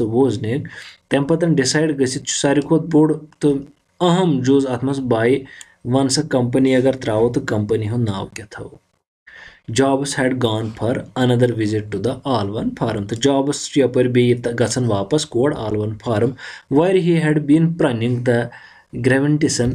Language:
Kashmiri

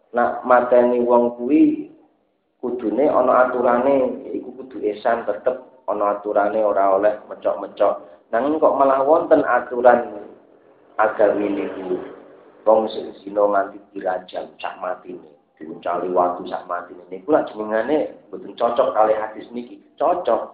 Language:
Javanese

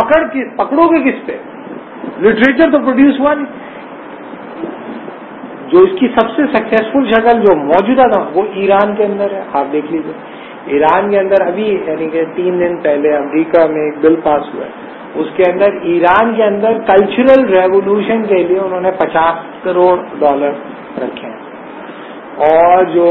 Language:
Urdu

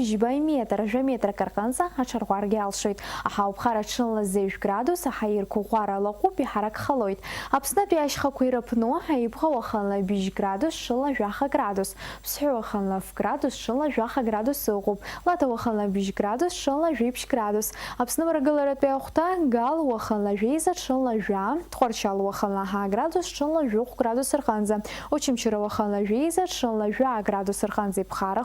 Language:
Abkhazian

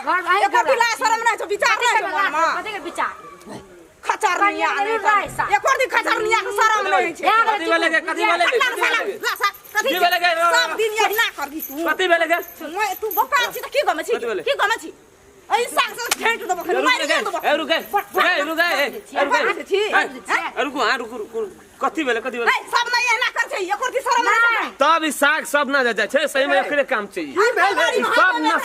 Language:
Maithili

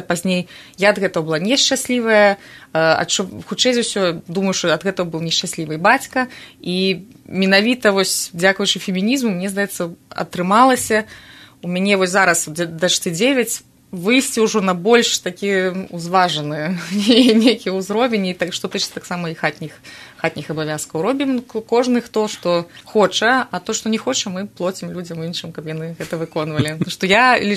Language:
Belarusian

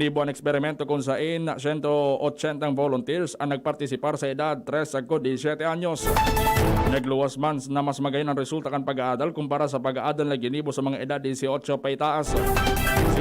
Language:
Bikol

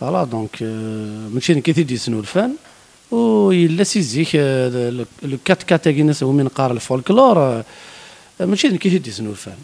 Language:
Kabyle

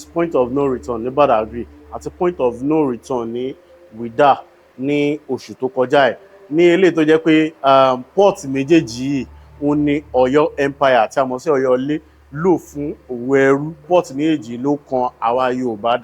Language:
Yoruba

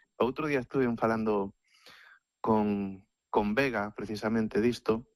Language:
Galician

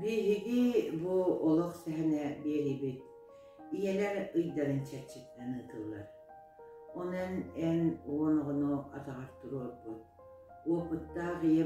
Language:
Yakut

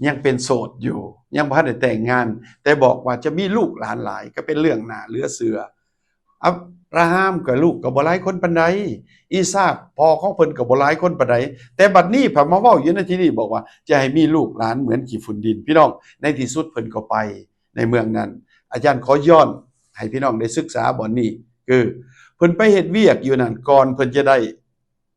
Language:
Lao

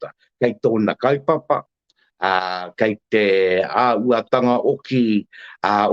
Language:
Māori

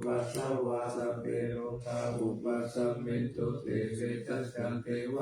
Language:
Pali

